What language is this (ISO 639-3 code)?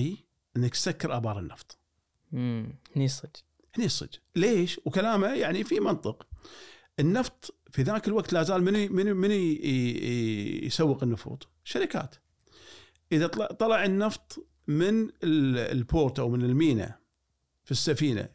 afb